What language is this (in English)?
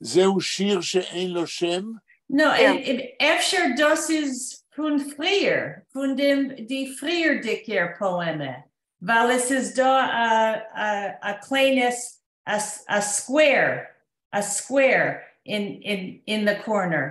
Yiddish